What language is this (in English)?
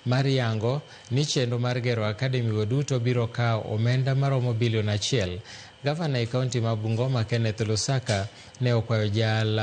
Luo (Kenya and Tanzania)